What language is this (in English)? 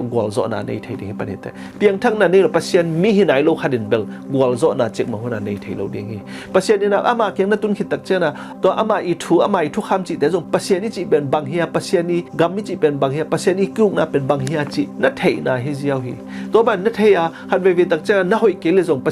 Tedim Chin